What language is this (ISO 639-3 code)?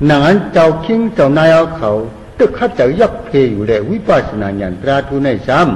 shn